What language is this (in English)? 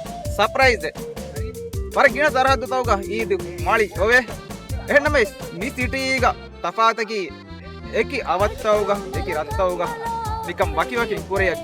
Divehi